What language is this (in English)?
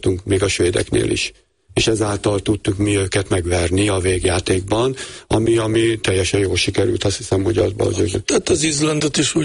Hungarian